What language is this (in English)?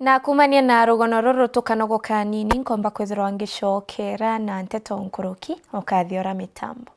Meru